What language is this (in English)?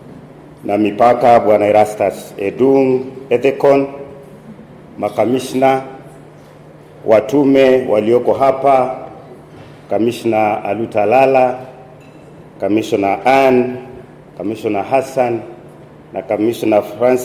Swahili